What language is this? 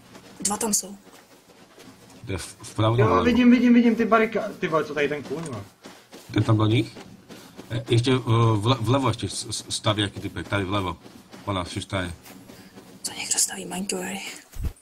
Czech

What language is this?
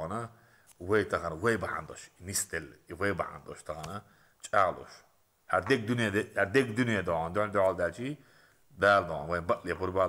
Chechen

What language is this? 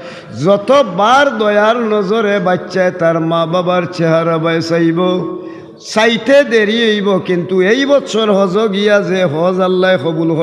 Sylheti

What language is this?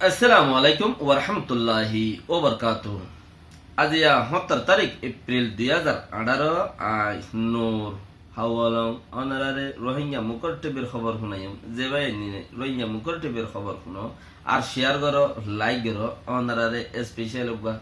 Rohingya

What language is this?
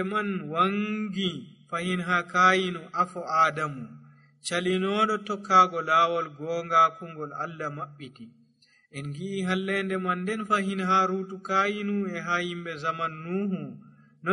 Nigerian Fulfulde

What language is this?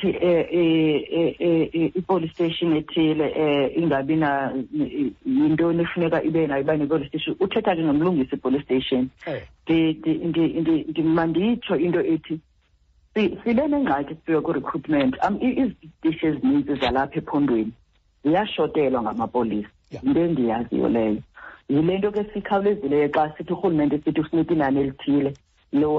Xhosa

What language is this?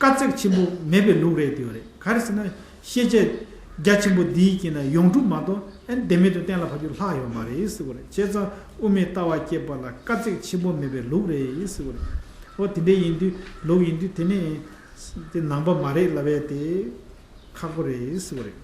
Tibetan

